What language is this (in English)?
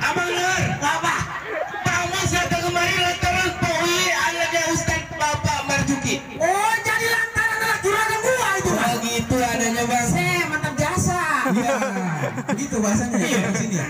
Betawi